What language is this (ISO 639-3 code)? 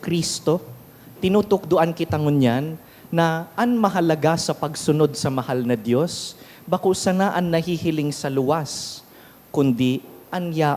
bik